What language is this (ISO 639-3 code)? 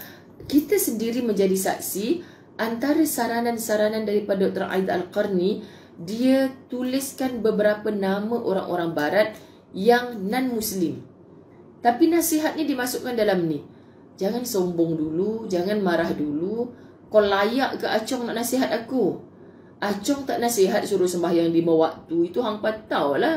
msa